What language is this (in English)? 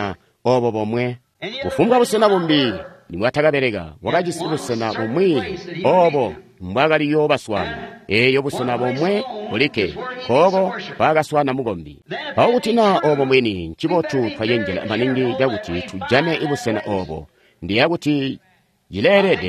Tonga (Zambia)